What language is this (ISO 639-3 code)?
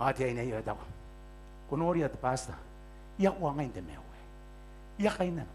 gil